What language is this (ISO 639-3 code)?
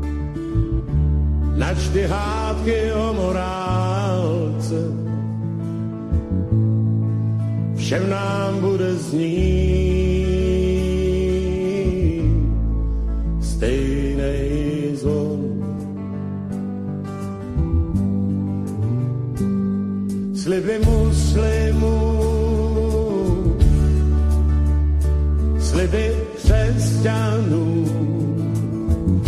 ces